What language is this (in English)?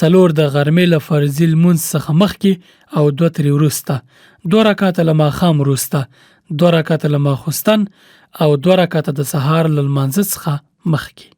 Pashto